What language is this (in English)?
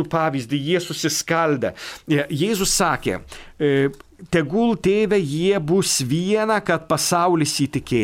Lithuanian